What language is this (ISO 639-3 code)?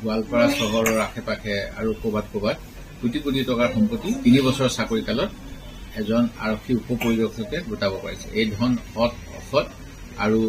asm